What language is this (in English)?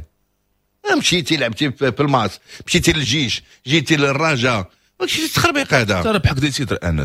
Moroccan Arabic